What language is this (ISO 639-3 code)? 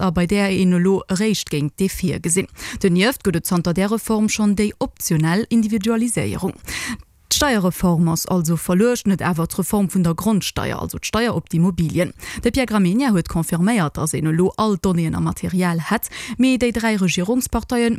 ltz